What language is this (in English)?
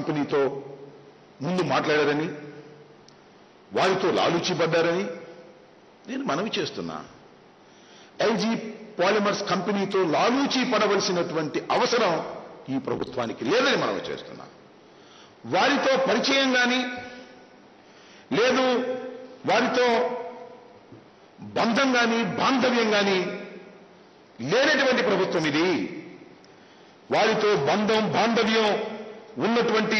Telugu